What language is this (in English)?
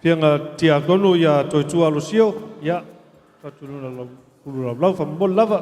Samoan